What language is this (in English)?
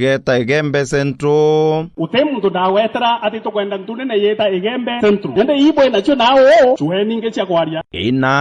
Meru